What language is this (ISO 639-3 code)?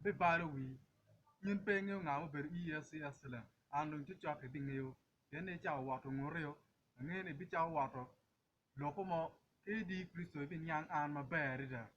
ach